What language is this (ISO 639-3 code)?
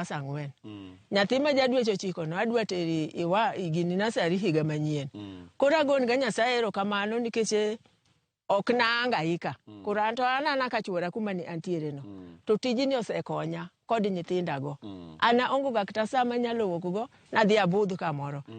luo